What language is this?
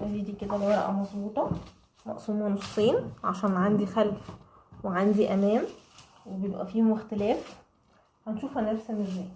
Egyptian Arabic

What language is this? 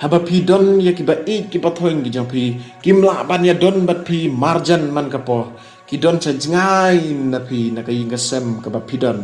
Khasi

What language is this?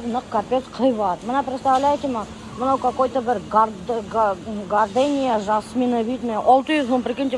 Bashkir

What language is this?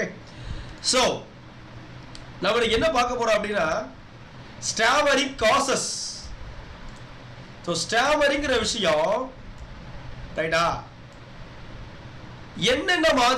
Tamil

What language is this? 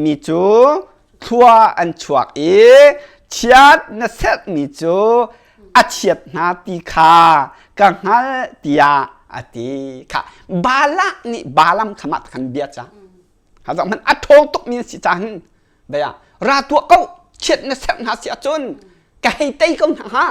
Hakha Chin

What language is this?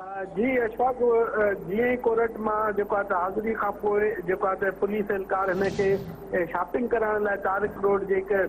Sindhi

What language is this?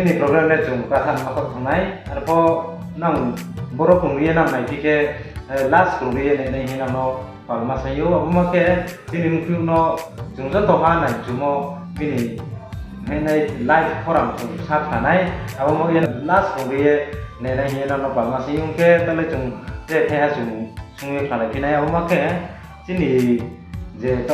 Riang (India)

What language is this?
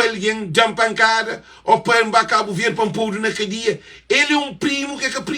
Kabuverdianu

